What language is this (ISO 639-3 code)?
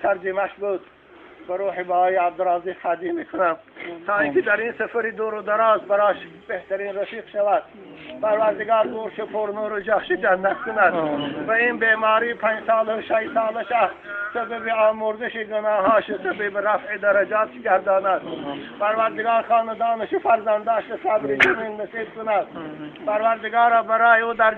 tgk